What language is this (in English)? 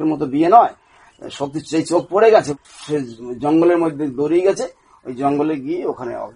Bangla